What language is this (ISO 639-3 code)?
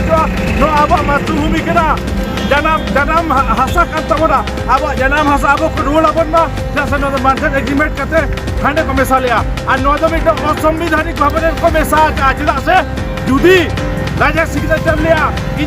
sat